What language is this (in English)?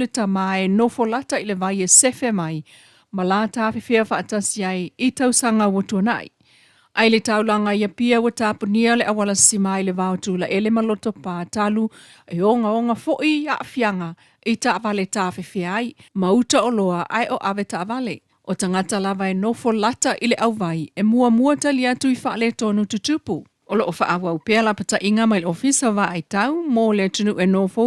Samoan